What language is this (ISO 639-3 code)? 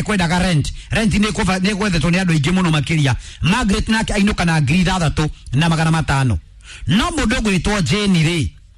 kik